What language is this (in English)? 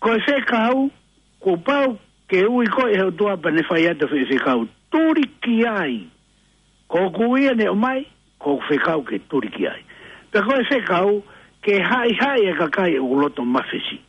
Tongan